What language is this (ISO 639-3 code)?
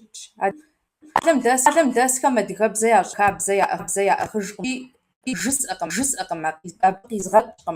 kbd